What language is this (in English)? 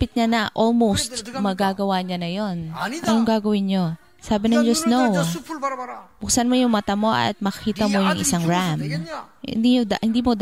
Filipino